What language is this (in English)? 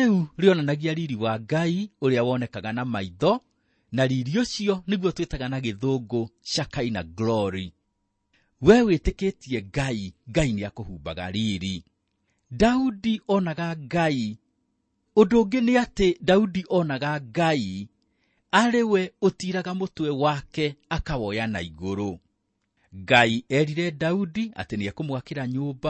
Kikuyu